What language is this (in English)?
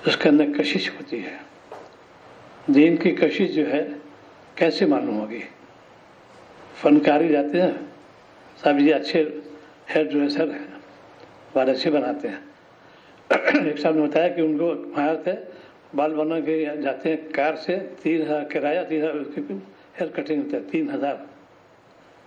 Urdu